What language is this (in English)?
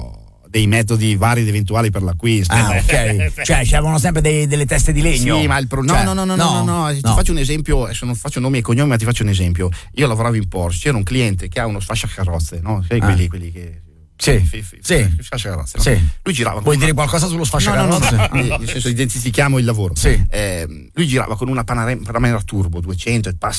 Italian